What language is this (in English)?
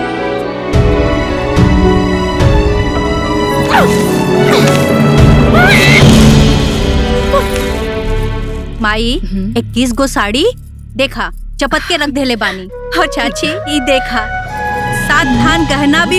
Bhojpuri